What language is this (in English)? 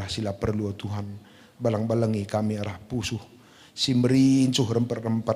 Batak Karo